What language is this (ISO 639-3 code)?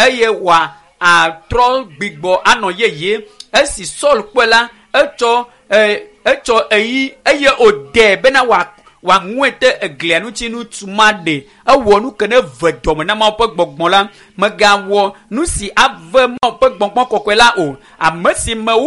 ewe